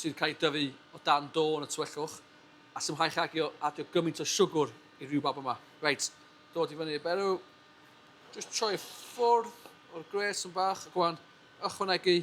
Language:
Welsh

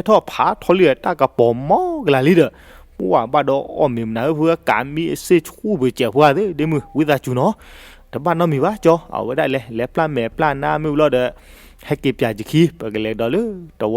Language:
S'gaw Karen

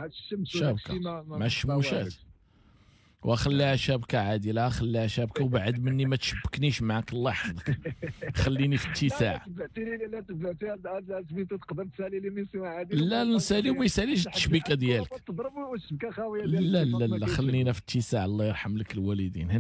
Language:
Moroccan Arabic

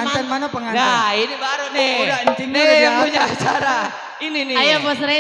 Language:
Betawi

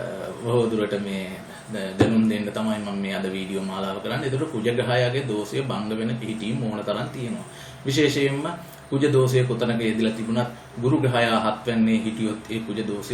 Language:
Sinhala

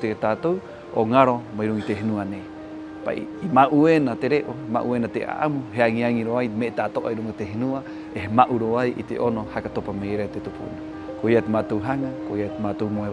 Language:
Rapanui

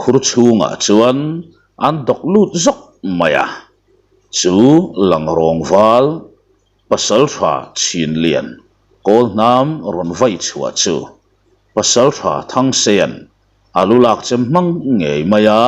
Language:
Mizo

